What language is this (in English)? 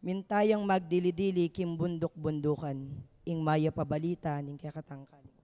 Pampanga